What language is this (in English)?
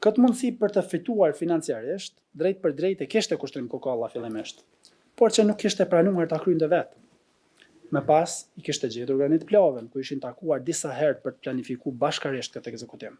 Albanian